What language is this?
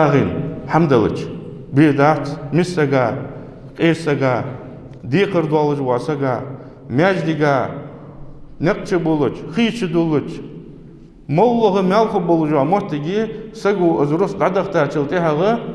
Ingush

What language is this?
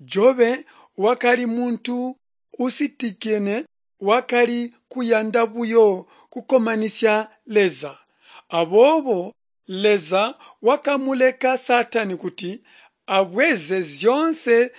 Tonga (Zambia)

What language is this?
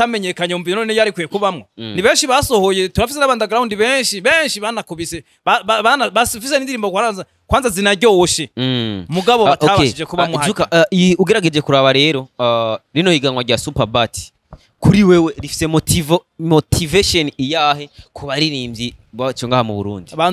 Rundi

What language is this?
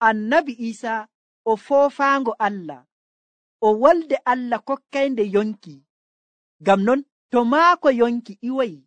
Nigerian Fulfulde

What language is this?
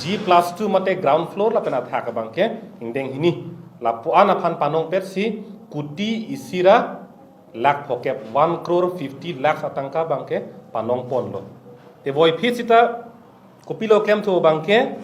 Karbi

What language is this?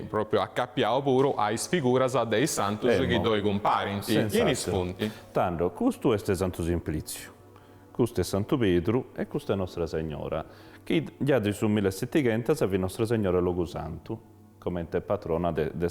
Sardinian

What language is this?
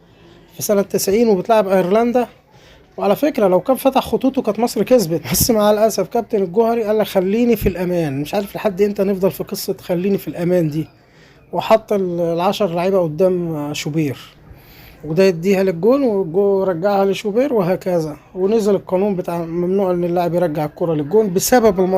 Egyptian Arabic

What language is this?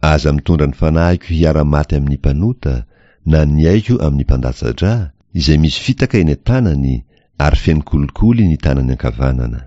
Malagasy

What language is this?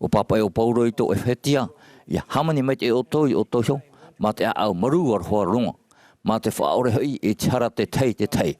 Tahitian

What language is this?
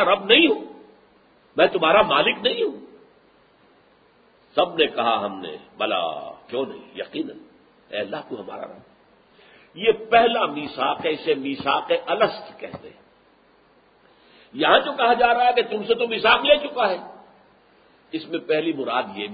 Urdu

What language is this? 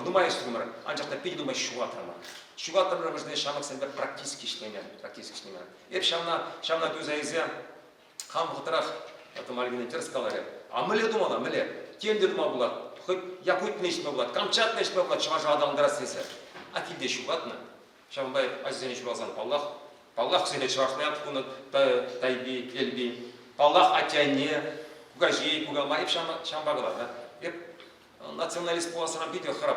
Chuvash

